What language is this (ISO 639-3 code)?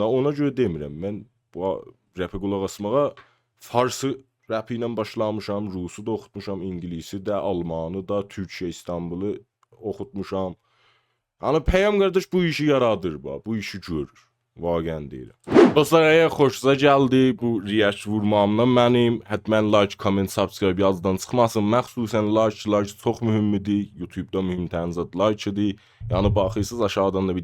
azb